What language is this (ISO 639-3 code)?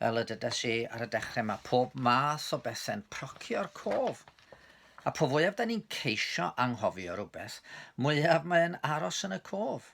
cym